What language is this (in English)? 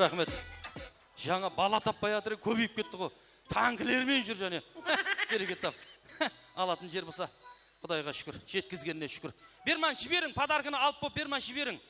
Kara-Kalpak